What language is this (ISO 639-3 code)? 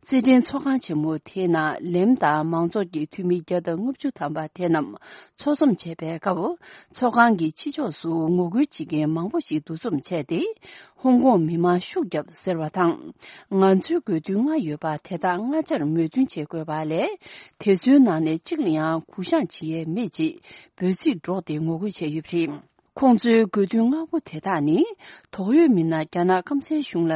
bod